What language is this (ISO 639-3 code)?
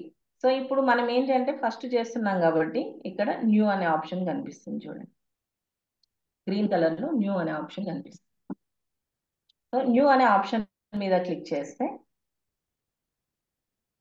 tel